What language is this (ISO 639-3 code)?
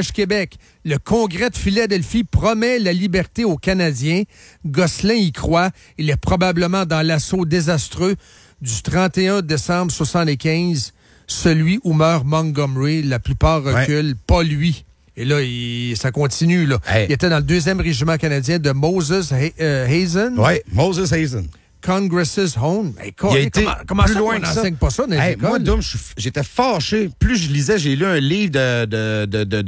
fra